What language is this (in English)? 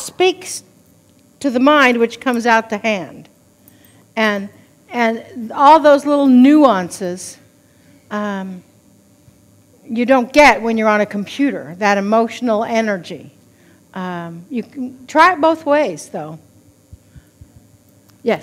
English